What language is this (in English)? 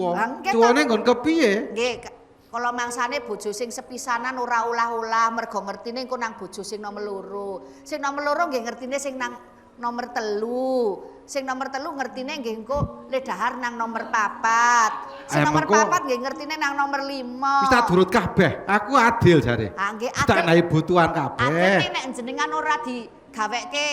Javanese